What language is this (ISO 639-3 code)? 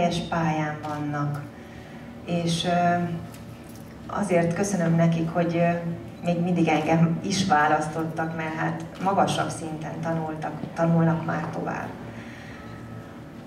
hun